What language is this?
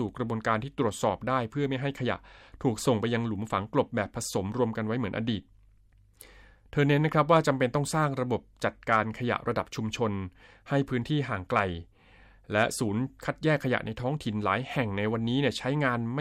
Thai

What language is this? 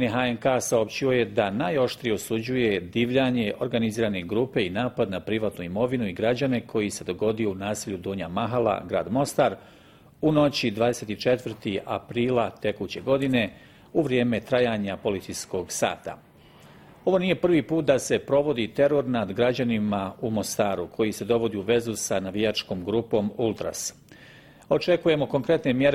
Bosnian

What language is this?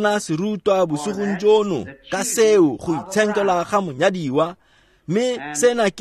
Tswana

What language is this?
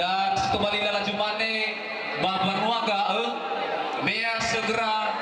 Nias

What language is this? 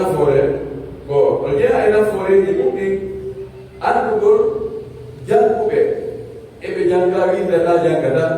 Pular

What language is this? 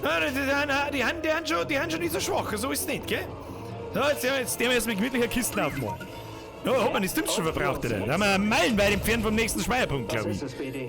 Bavarian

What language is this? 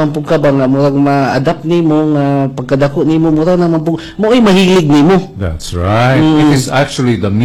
Cebuano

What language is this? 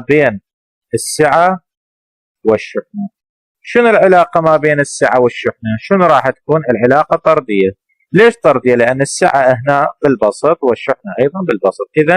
Mesopotamian Arabic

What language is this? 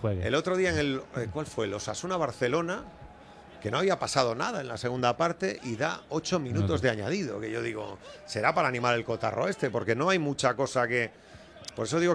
Spanish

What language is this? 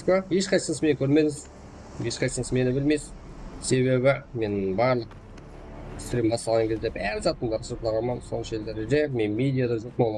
Kara-Kalpak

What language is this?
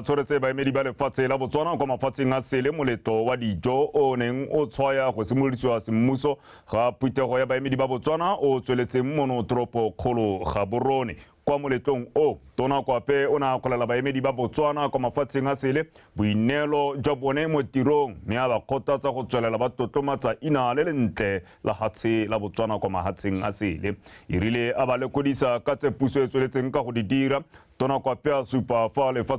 Tswana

